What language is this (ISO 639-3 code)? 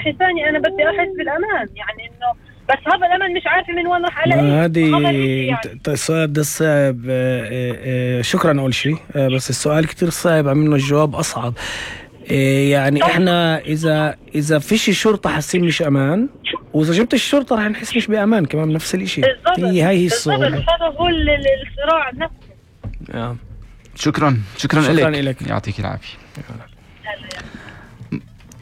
apc